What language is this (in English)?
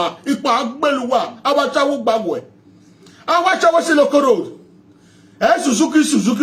Nigerian Pidgin